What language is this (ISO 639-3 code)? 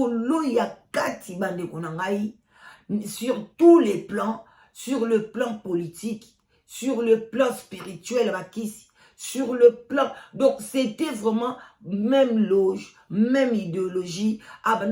lin